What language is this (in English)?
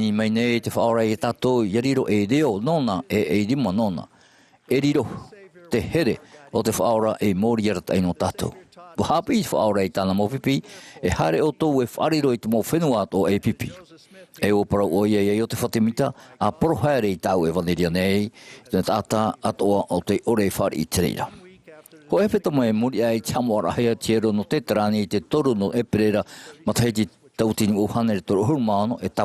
Tahitian